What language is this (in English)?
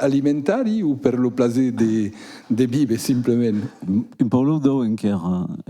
Occitan